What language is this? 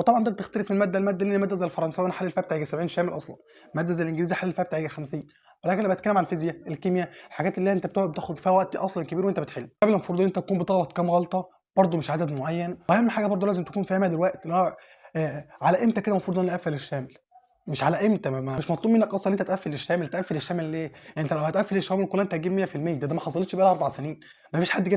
Egyptian Arabic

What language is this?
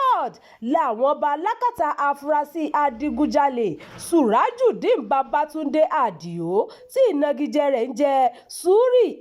Yoruba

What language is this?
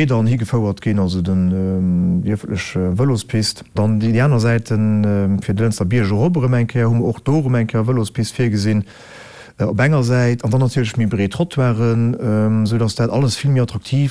Luxembourgish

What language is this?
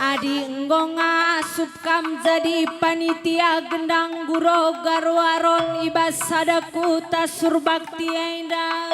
Batak Karo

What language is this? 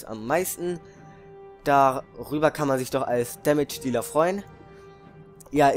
German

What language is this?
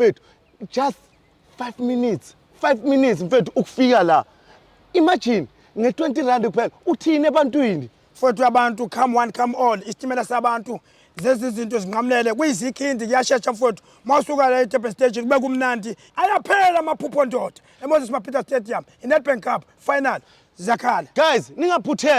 Zulu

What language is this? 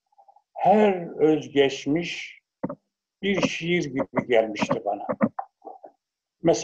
Turkish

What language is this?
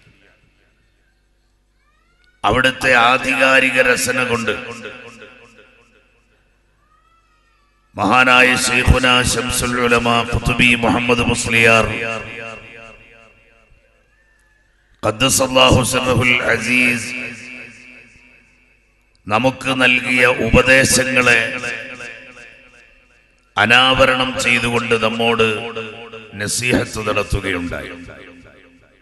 Malayalam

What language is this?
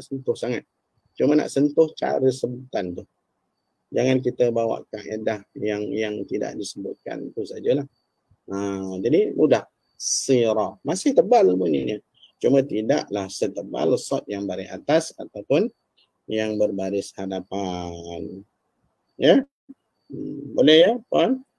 Malay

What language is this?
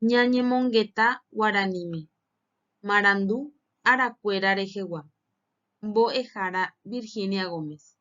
Guarani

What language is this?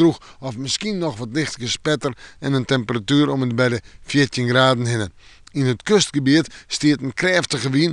Western Frisian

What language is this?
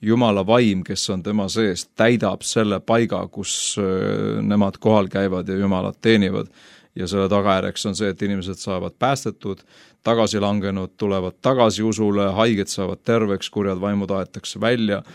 Estonian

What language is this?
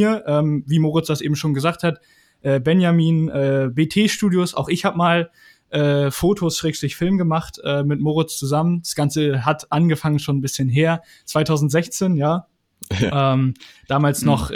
German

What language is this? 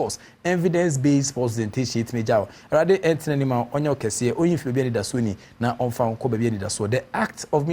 Akan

